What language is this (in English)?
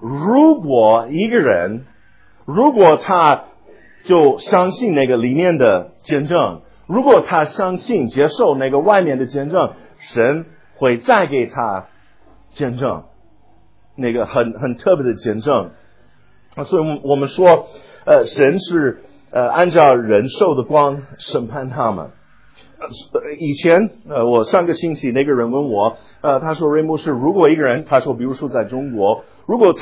Chinese